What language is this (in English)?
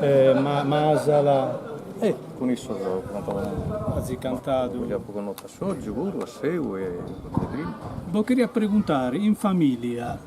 Sardinian